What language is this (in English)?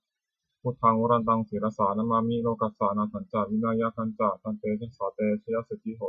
Pali